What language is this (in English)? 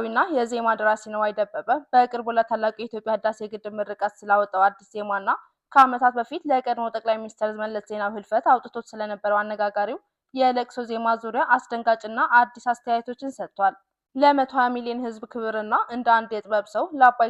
Amharic